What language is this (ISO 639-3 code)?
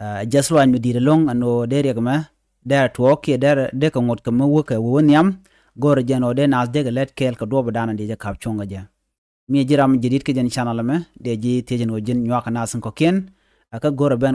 nus